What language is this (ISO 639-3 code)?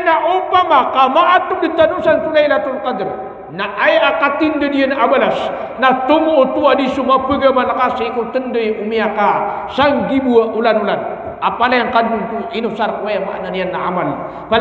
mrw